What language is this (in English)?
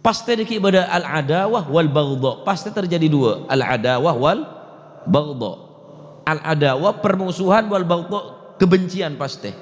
Madurese